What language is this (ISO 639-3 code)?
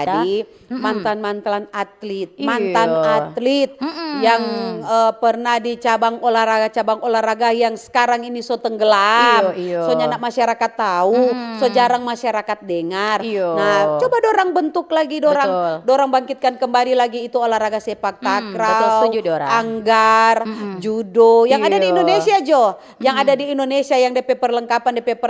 xmm